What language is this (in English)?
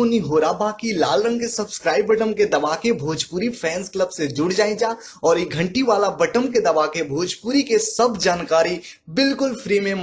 Bhojpuri